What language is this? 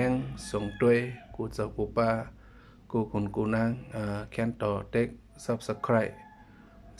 Shan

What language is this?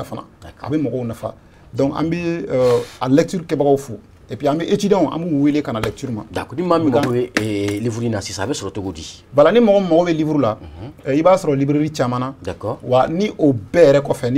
Bambara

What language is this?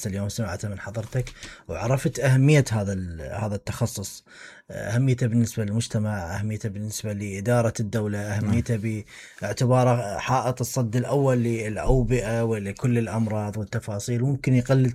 Mesopotamian Arabic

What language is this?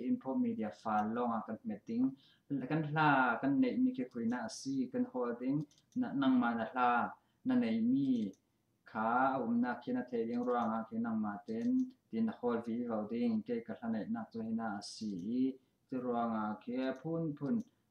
Falam Chin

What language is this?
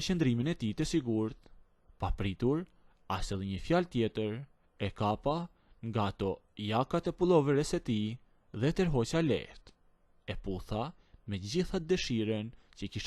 Albanian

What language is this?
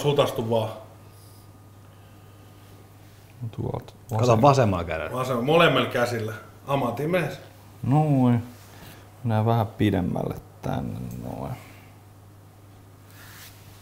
Finnish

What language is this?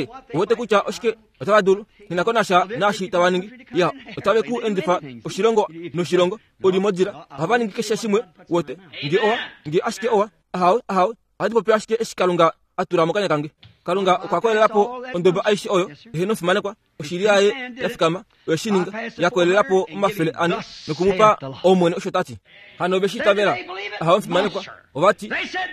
Kuanyama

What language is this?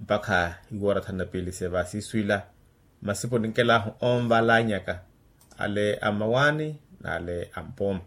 Makhuwa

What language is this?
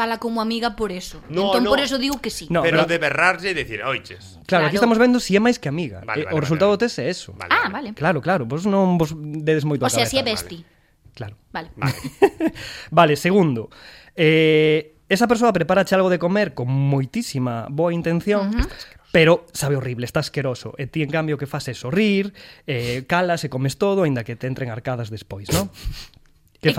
Galician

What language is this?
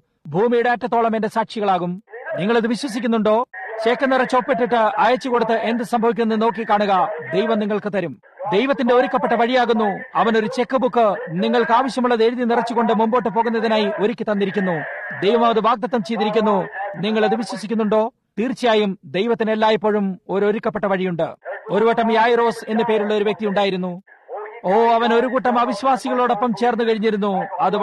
Malayalam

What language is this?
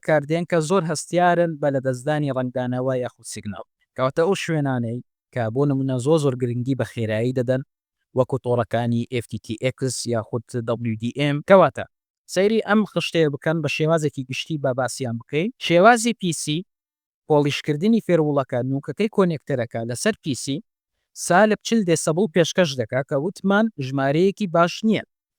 Central Kurdish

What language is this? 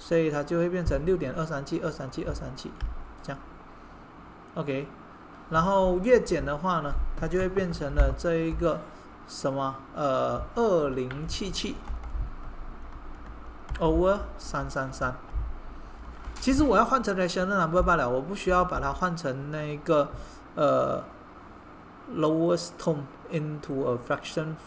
Chinese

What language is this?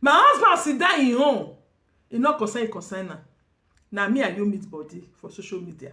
Nigerian Pidgin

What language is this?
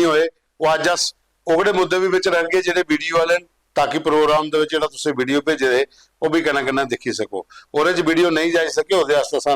Dogri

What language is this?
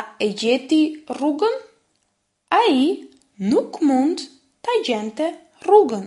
Albanian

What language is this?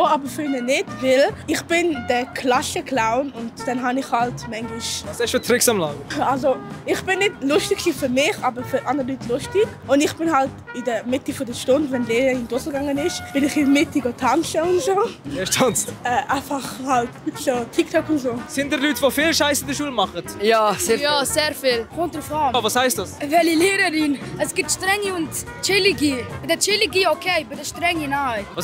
Swiss German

